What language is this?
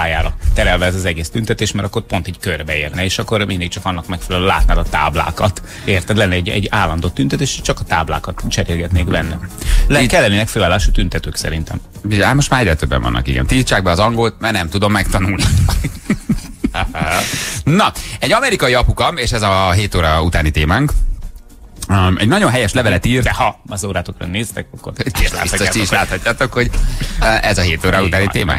Hungarian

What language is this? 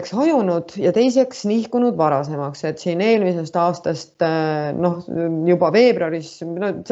Estonian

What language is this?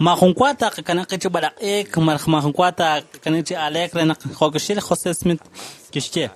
Kekchí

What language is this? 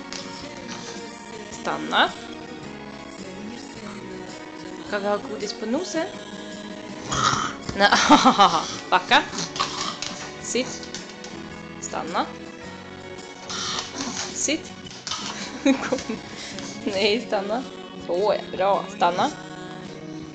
Swedish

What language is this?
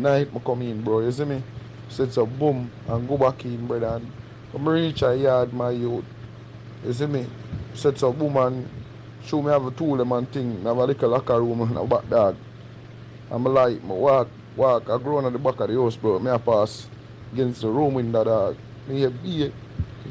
Jamaican Creole English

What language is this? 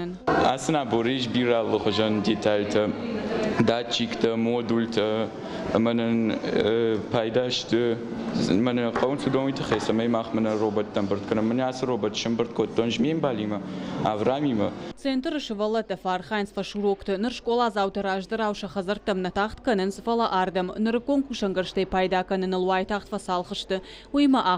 Ossetic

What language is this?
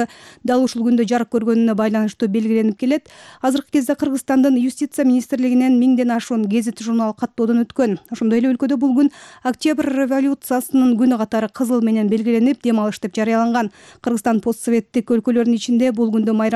Kyrgyz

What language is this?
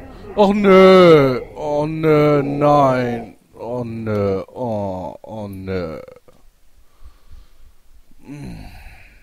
German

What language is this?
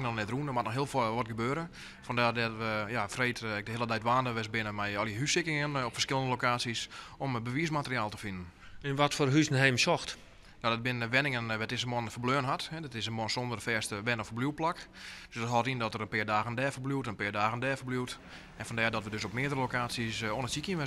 Western Frisian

